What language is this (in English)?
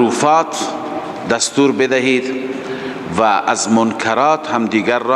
Persian